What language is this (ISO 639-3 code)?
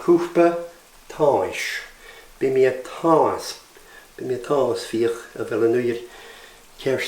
gla